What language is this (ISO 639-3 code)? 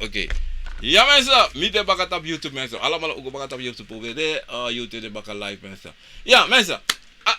srn